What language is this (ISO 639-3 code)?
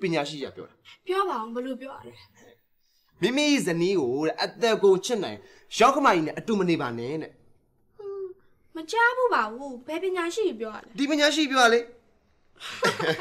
mya